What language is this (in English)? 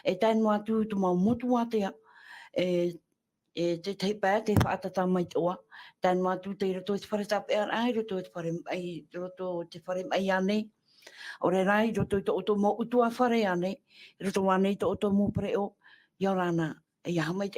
Tahitian